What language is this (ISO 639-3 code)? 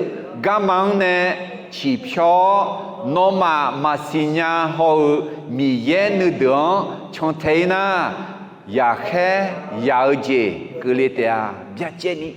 ahk